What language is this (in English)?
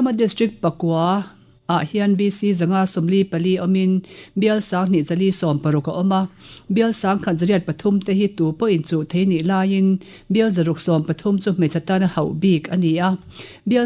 Mizo